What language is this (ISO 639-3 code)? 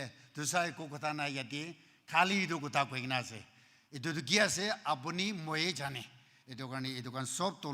nag